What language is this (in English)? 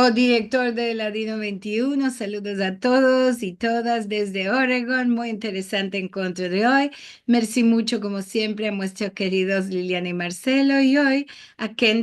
Ladino